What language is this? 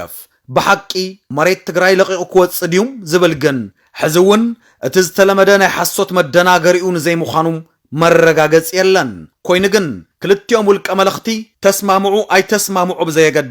Tigrinya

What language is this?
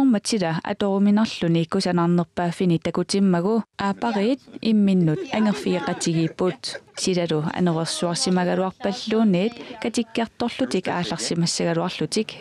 Kalaallisut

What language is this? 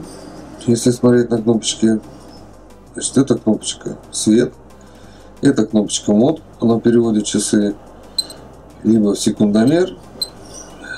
Russian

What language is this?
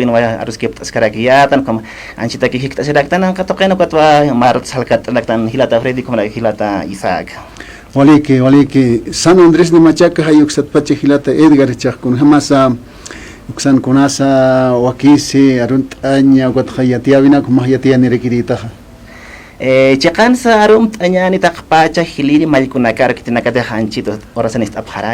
Aymara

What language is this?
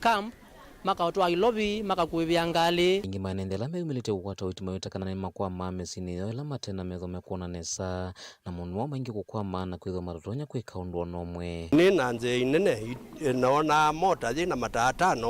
Kamba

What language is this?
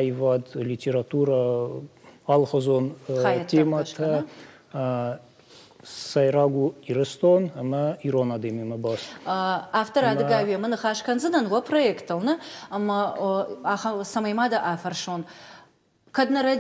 Ossetic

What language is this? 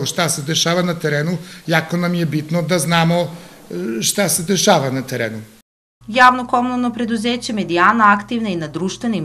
Serbian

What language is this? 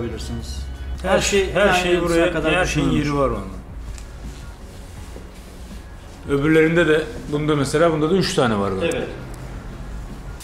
Turkish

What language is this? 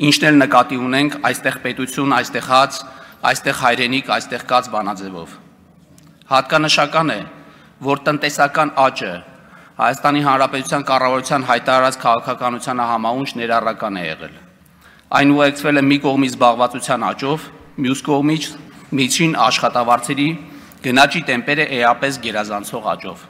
Armenian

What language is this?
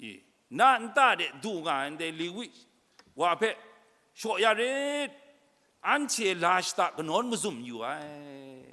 Kachin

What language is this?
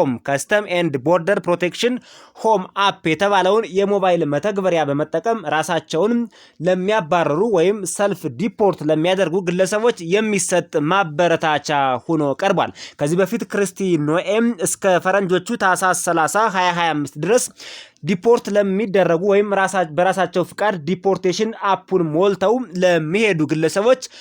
Amharic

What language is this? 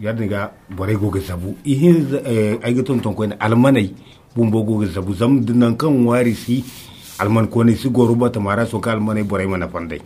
Zarma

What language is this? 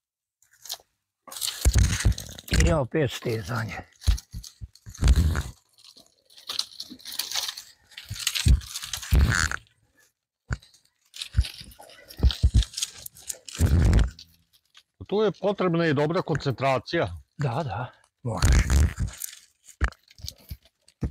Croatian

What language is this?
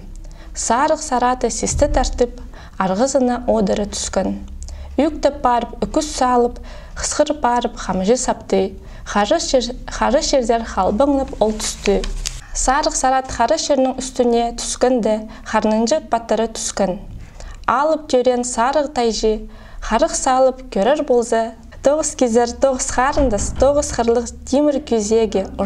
Khakas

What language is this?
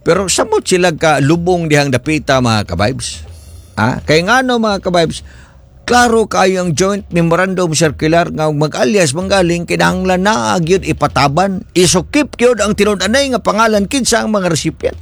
Cebuano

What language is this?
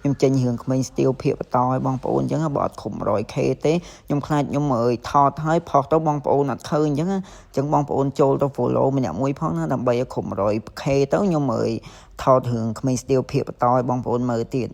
Khmer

